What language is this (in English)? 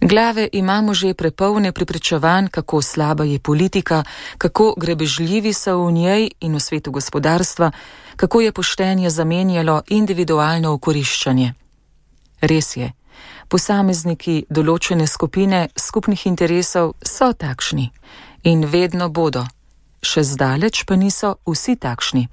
Slovenian